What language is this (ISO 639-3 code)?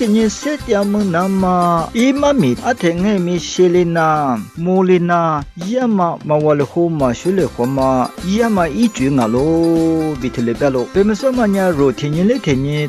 lis